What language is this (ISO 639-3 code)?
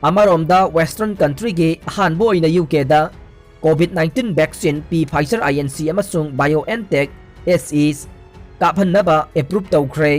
mni